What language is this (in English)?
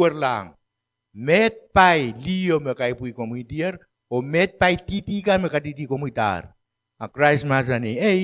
Pohnpeian